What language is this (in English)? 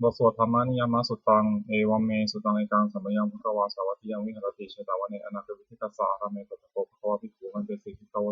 Pali